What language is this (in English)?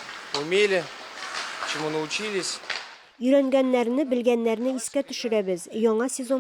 Tatar